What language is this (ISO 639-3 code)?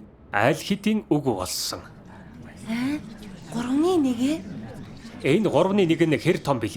mon